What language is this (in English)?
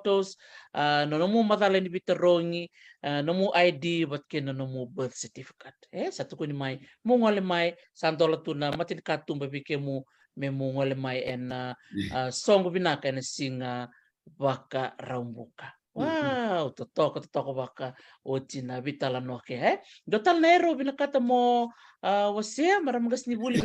Fijian